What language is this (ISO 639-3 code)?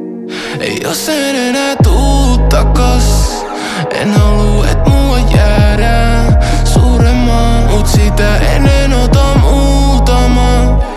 fin